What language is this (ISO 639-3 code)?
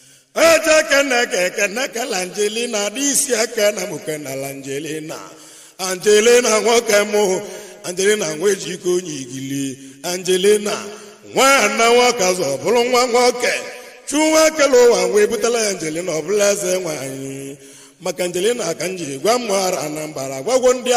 ibo